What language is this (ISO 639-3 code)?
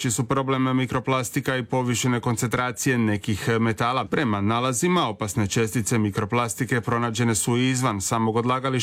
hrv